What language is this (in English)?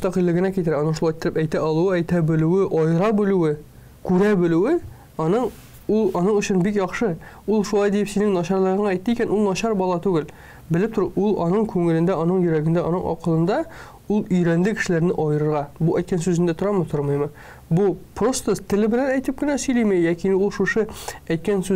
Tatar